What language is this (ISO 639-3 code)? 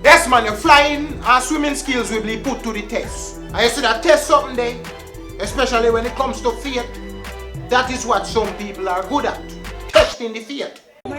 jam